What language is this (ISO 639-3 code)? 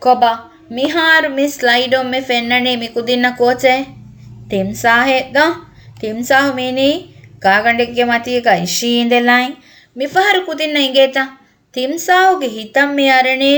div